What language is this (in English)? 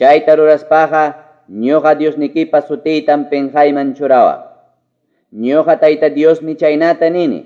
Quechua